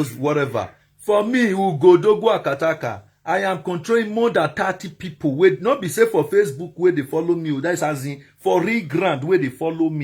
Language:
Nigerian Pidgin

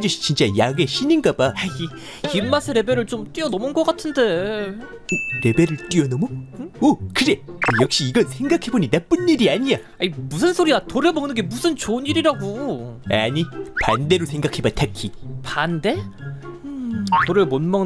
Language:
Korean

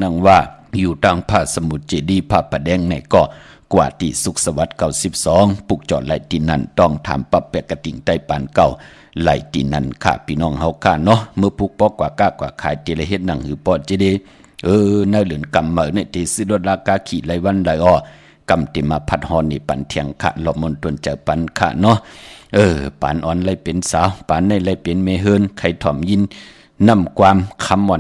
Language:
Shan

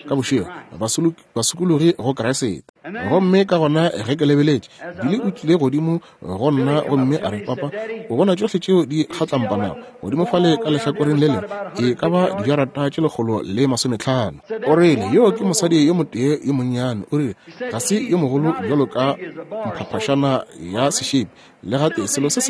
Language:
Northern Sotho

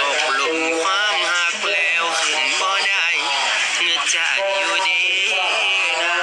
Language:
Northeastern Thai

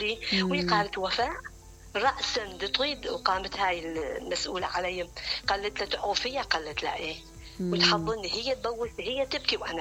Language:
Mesopotamian Arabic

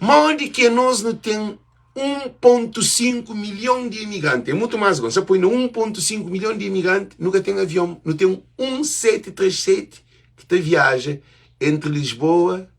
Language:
Kabuverdianu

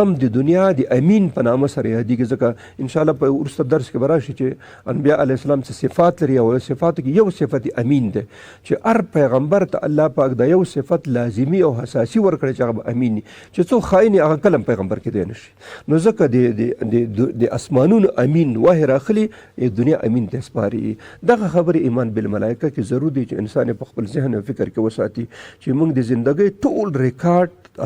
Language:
Pashto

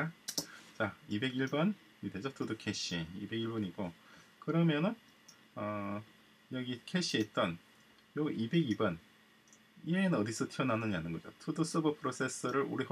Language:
Korean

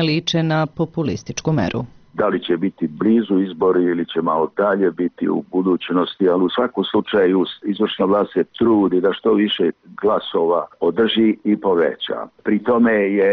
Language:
Serbian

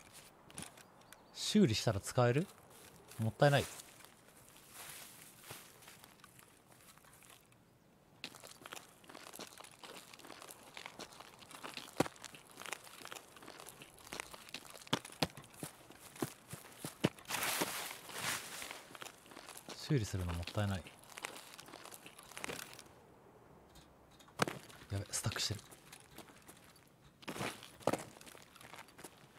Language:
Japanese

